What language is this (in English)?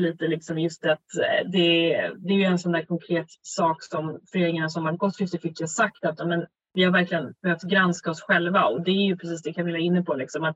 Swedish